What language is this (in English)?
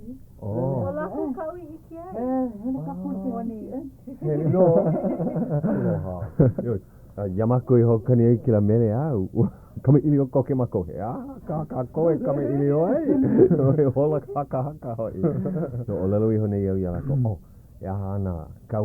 Hawaiian